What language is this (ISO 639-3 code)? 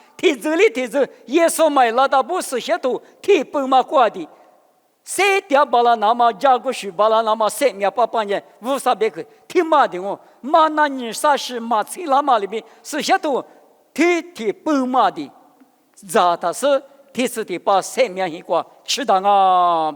lis